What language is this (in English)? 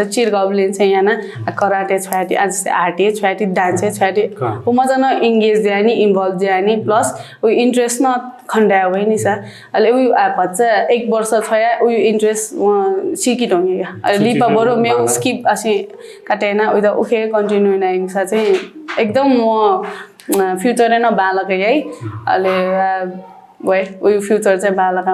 Newari